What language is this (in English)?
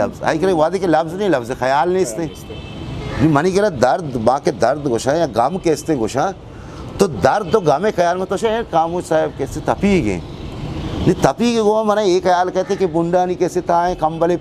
Eastern Balochi